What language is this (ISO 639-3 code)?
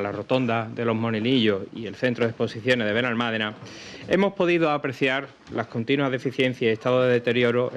spa